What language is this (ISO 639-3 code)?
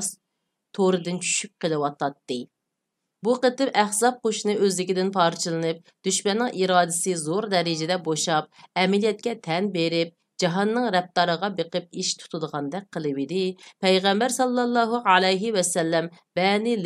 uig